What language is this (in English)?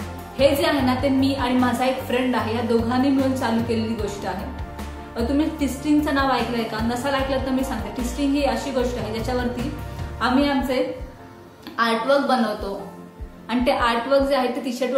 Marathi